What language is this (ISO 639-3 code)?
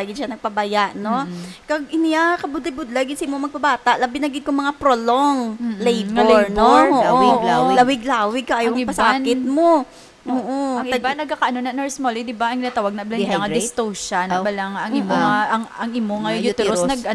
hil